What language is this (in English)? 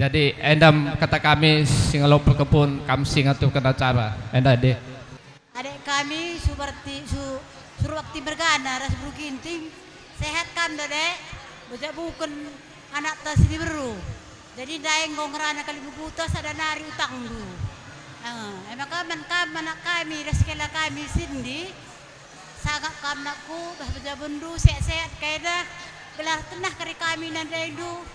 Batak Karo